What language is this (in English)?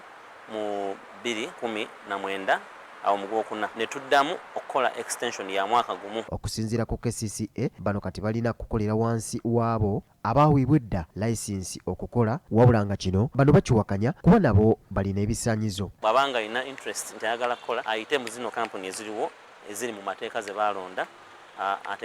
Ganda